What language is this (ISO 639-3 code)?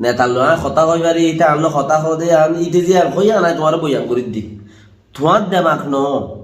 rhg